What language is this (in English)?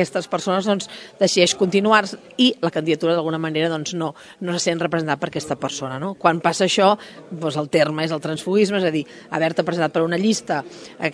Catalan